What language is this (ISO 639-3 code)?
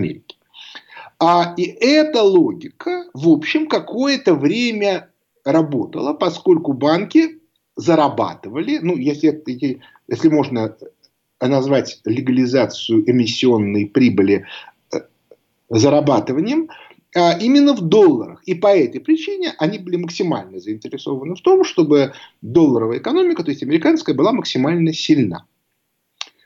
rus